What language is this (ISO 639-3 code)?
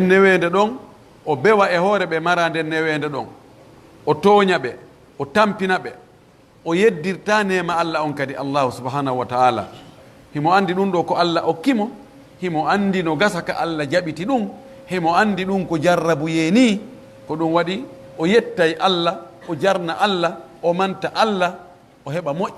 fuf